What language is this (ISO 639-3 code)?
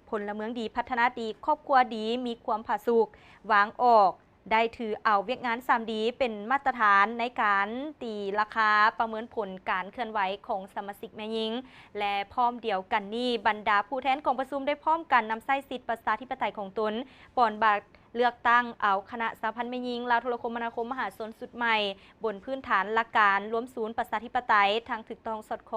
lao